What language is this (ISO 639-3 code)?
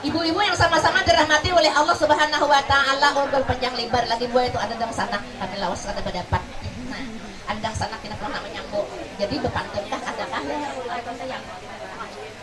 bjn